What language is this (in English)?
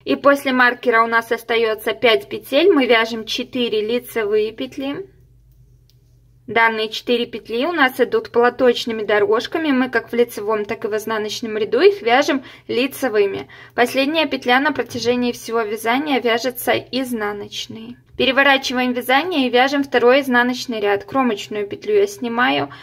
Russian